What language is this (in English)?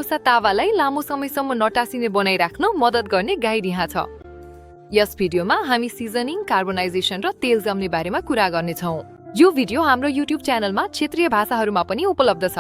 Nepali